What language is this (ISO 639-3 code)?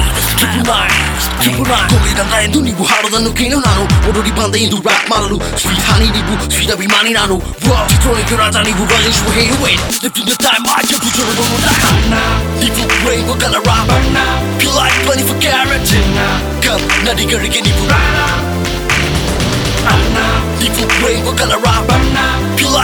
kan